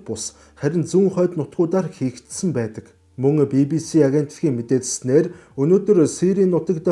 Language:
Mongolian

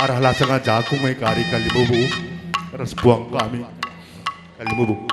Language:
Batak Karo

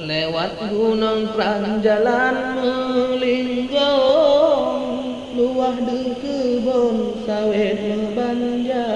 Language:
Achinese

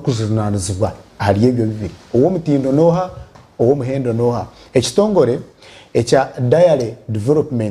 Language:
Nyankole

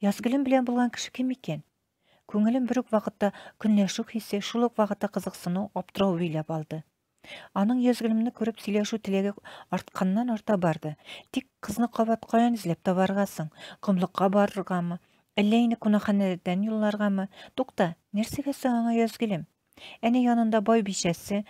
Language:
Tatar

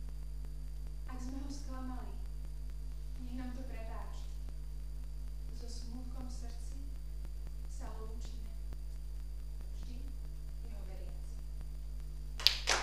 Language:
Slovak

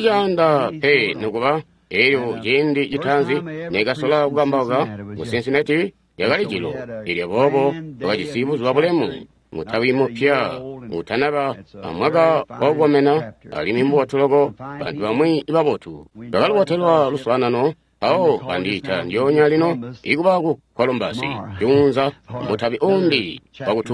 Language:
Tonga (Zambia)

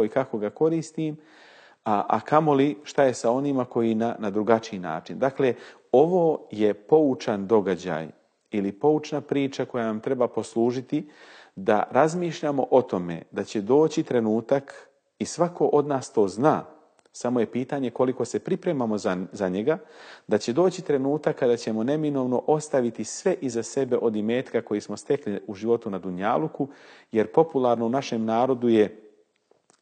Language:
Bosnian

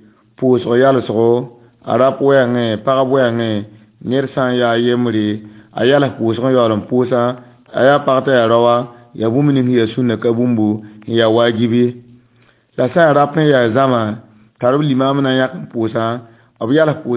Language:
Mossi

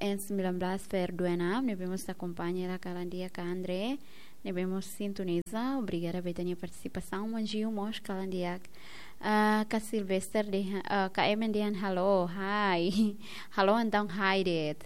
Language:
Tetum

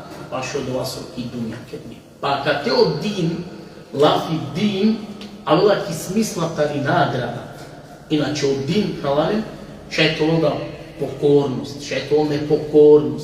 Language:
Balkan Romani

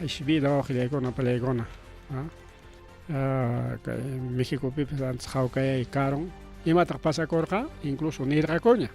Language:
Ayacucho Quechua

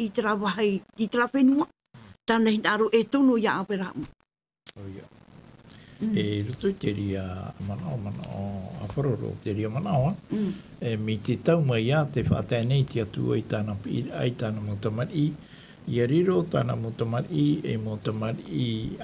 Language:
Tahitian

